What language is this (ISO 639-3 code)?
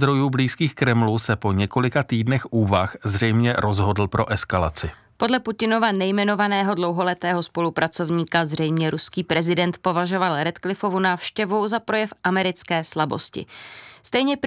ces